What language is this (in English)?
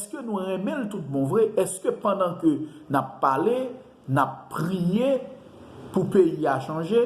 Haitian Creole